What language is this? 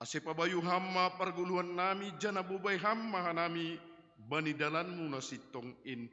Batak Simalungun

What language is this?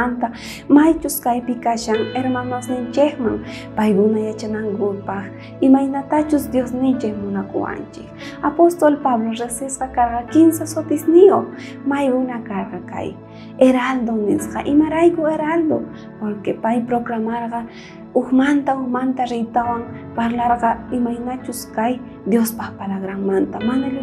South Bolivian Quechua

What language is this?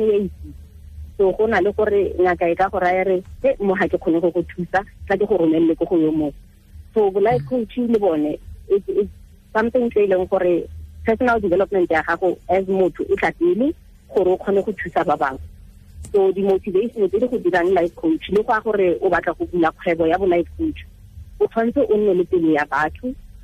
Tswana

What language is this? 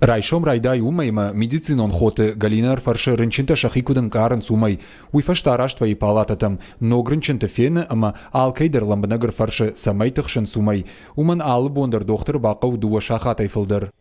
Ossetic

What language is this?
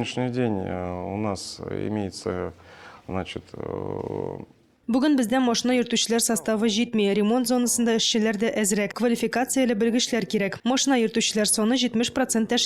Tatar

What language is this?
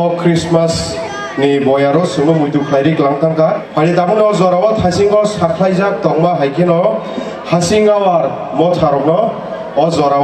Kok Borok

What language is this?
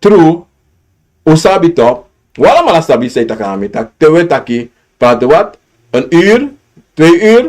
Sranan Tongo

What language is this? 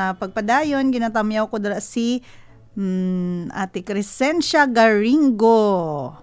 Hiligaynon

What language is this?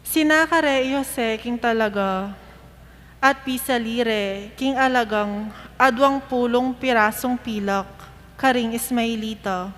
Pampanga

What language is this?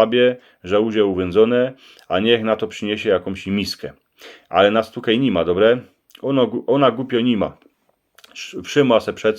Silesian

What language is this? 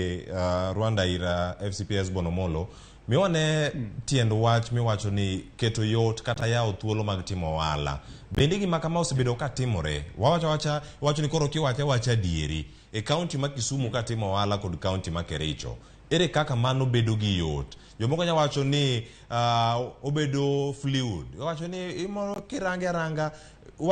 Luo (Kenya and Tanzania)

